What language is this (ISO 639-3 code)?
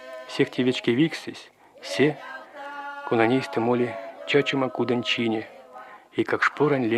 myv